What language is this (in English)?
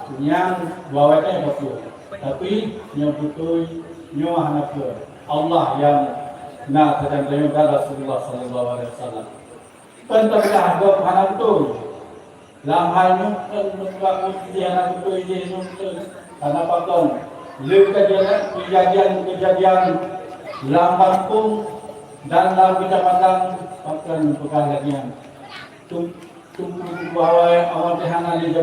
Achinese